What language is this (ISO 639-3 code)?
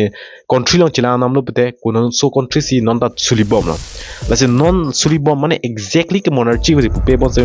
mjw